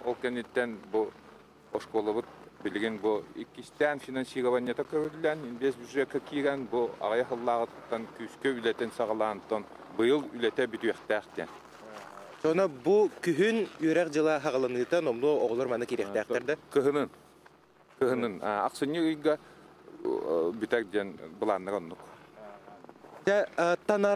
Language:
Yakut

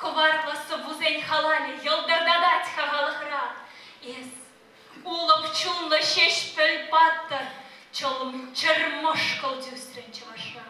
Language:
Chuvash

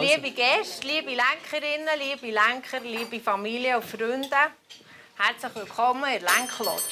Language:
Swiss German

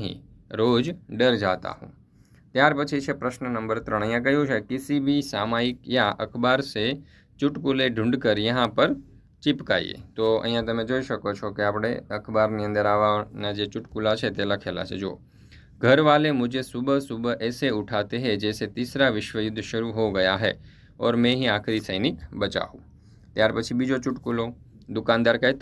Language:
Gujarati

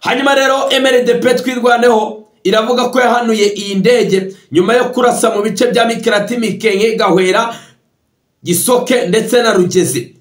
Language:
Kinyarwanda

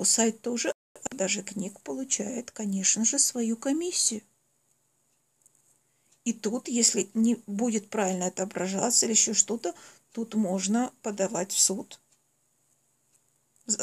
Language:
Russian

